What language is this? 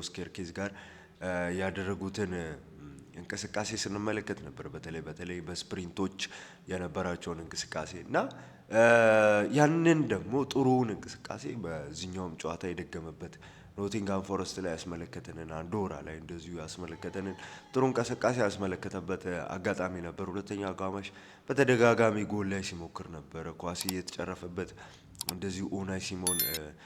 Amharic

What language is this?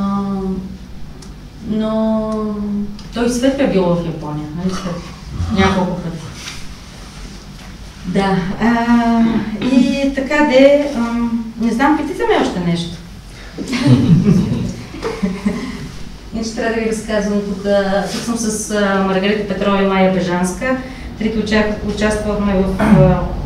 Bulgarian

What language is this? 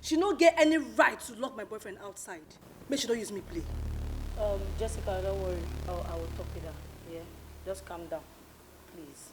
Nigerian Pidgin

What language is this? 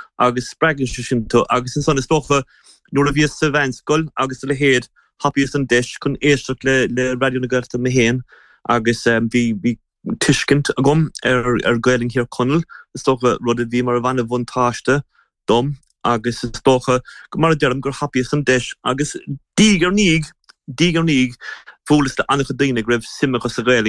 Irish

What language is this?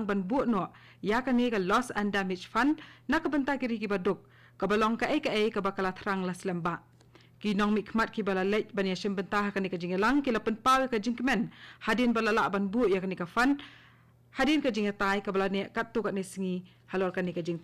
Khasi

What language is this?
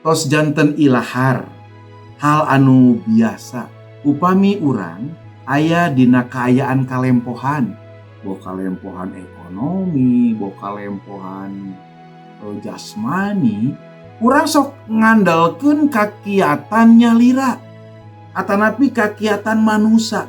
Sundanese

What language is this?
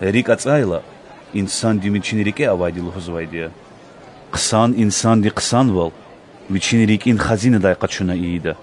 Lezghian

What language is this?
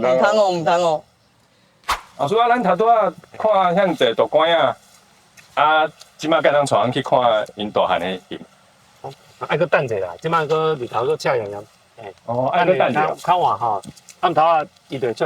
Min Nan Chinese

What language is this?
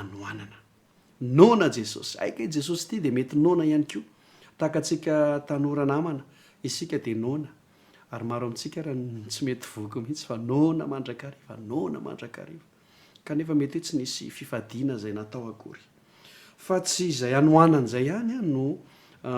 Malagasy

